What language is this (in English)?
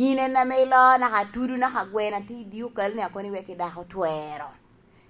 Lango (Uganda)